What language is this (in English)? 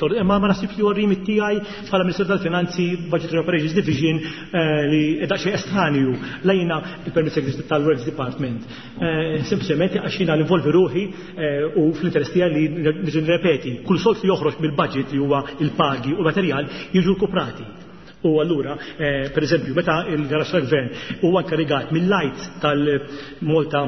Maltese